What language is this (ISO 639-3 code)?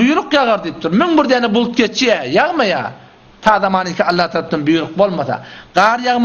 tuk